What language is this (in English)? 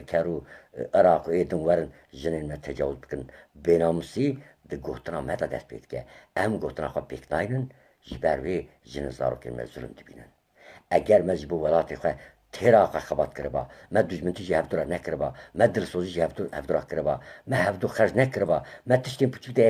Kurdish